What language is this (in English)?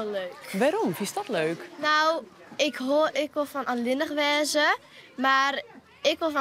Western Frisian